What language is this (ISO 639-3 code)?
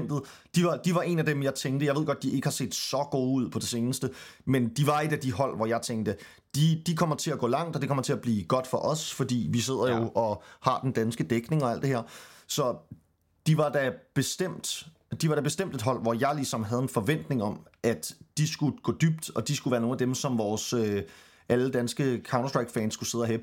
dan